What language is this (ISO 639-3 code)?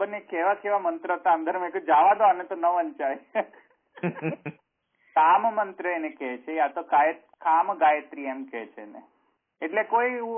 guj